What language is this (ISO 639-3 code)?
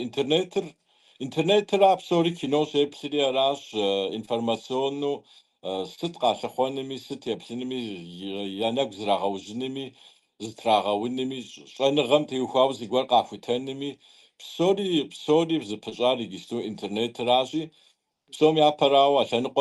kbd